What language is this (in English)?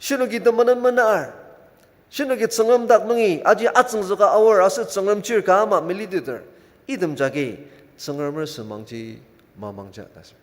Ao Naga